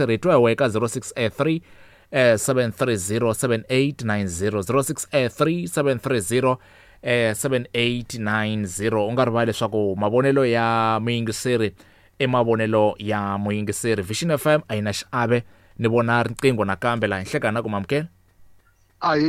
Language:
Tsonga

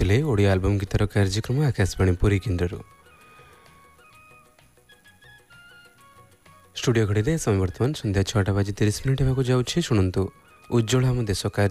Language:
Odia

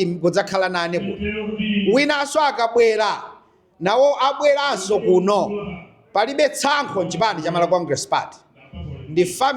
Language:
Nyanja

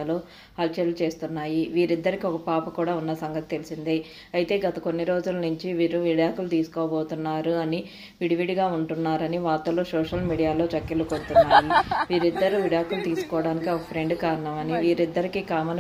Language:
Telugu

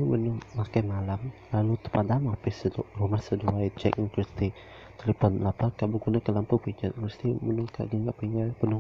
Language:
Iban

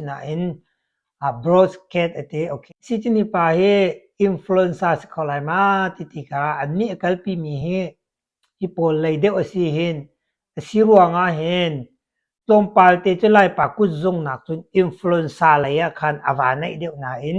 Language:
Hakha Chin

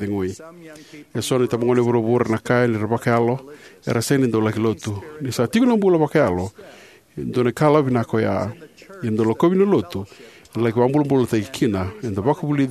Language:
Fijian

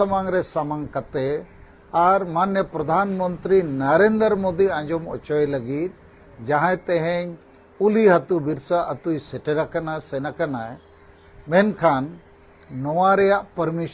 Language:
Santali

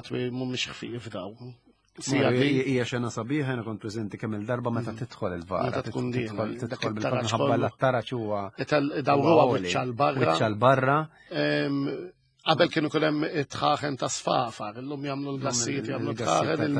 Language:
Maltese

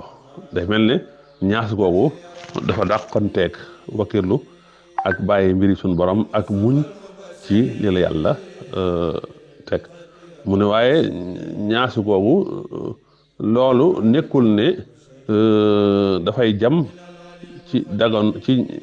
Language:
Wolof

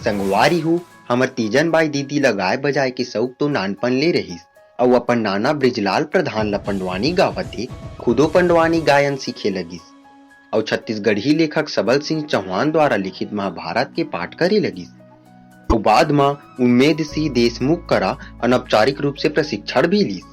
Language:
Chhattisgarhi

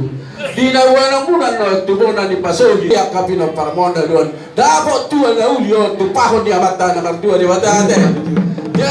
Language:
Batak Toba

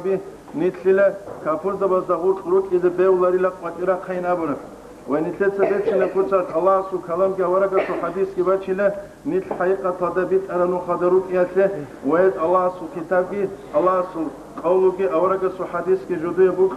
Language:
Avaric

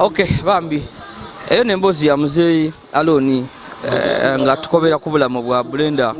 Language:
Ganda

